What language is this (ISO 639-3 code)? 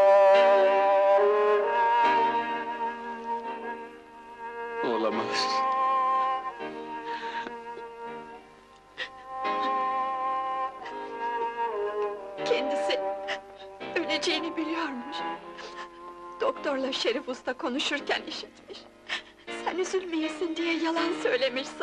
tur